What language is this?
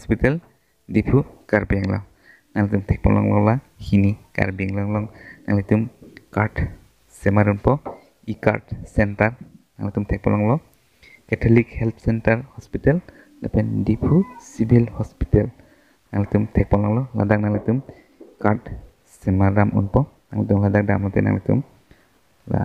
Karbi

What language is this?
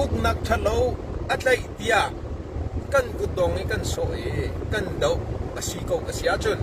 Hakha Chin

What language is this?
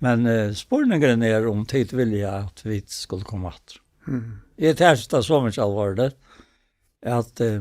Faroese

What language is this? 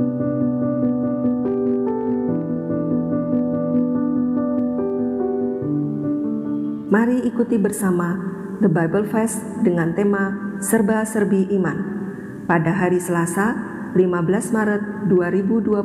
Indonesian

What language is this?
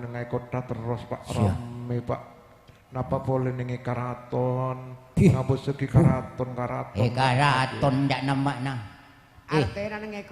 Madurese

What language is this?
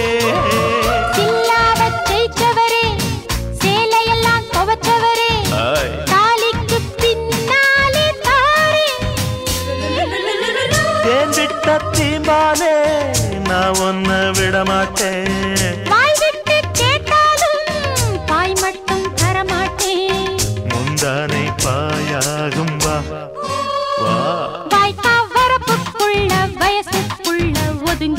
Tamil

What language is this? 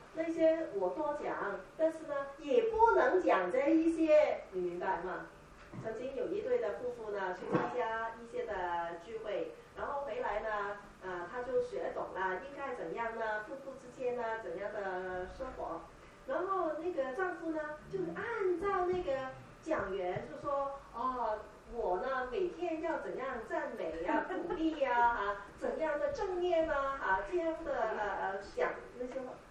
Chinese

